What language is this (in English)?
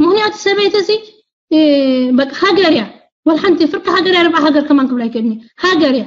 Tigrinya